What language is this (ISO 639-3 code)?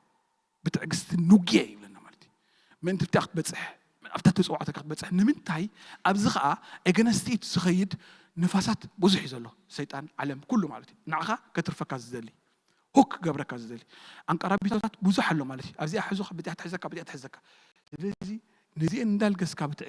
tir